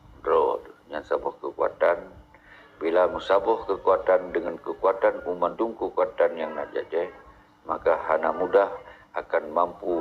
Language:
Achinese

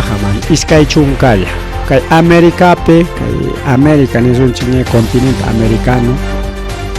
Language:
Ayacucho Quechua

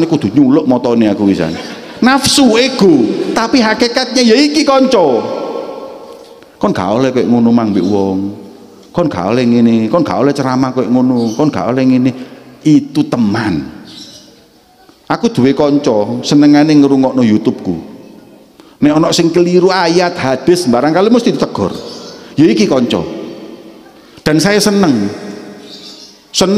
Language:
Javanese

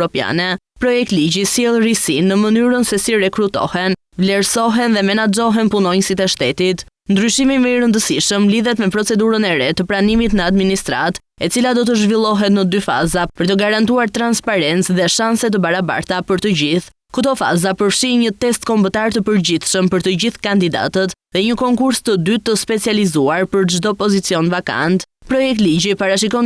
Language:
Albanian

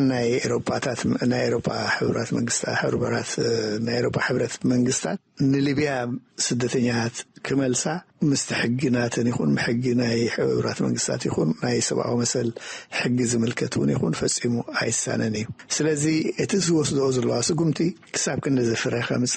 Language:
Tigrinya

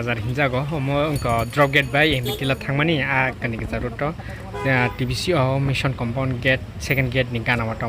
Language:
Kok Borok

